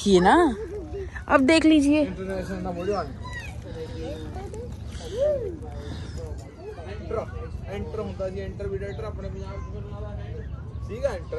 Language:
Punjabi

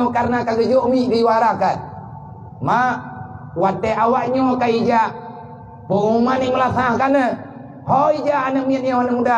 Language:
Achinese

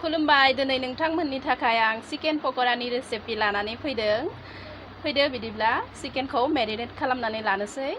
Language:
Bodo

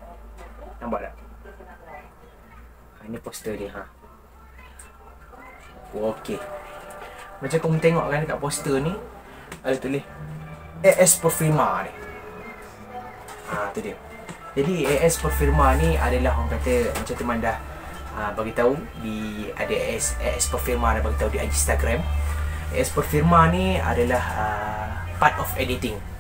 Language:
Malay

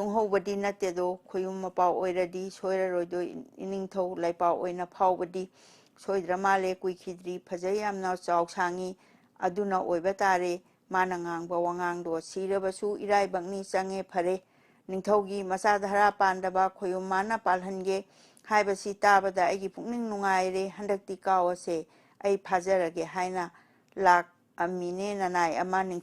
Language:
Manipuri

